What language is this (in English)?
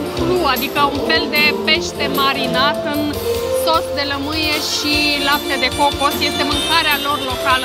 Romanian